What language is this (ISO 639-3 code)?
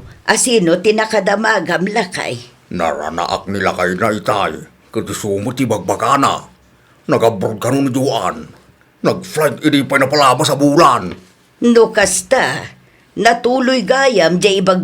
ilo